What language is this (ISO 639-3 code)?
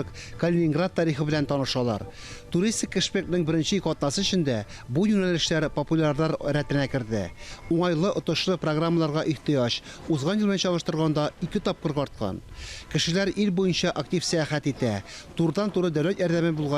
tat